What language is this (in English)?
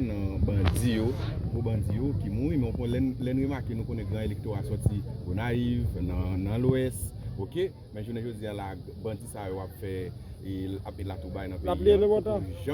Haitian Creole